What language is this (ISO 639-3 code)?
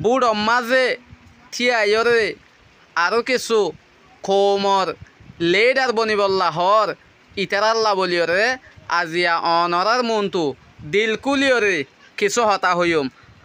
rhg